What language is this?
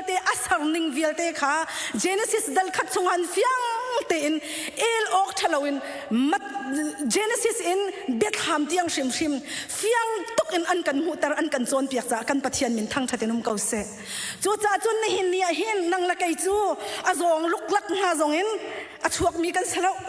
Hakha Chin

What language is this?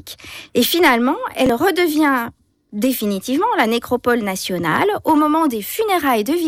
French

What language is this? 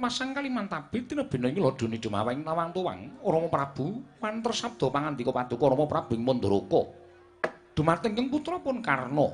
Javanese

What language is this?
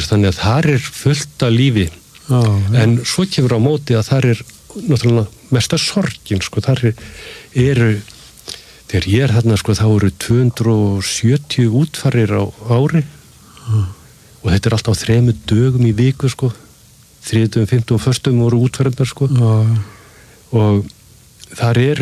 Icelandic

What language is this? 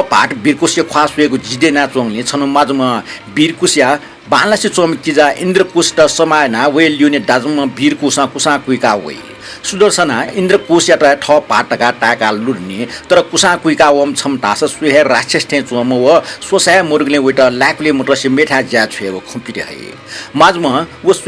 Newari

